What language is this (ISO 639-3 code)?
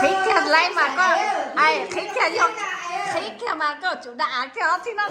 hmn